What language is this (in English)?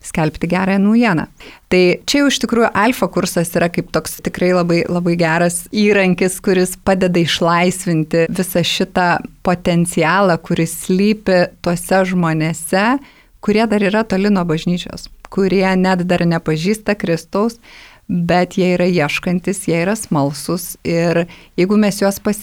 Lithuanian